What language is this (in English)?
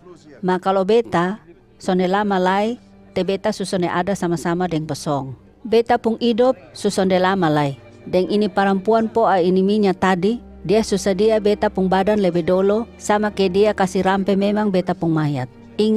Kupang Malay